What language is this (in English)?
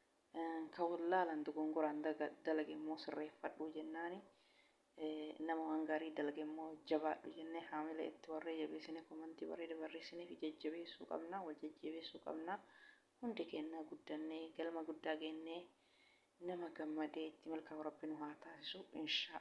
Oromo